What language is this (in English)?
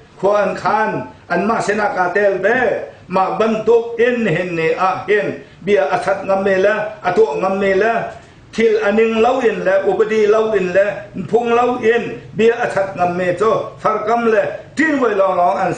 Hakha Chin